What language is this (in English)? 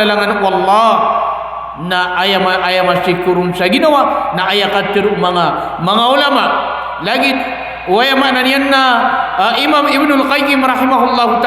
Maranao